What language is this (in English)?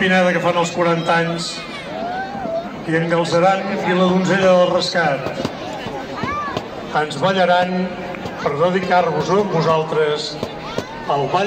Catalan